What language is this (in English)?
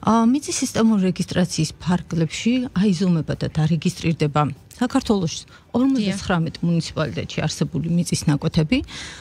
Georgian